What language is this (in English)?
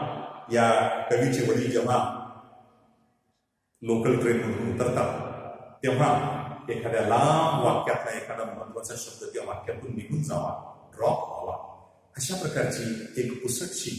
Marathi